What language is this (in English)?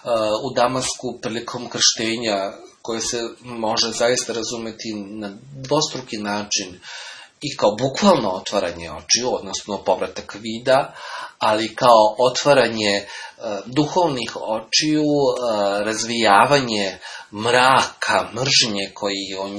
Serbian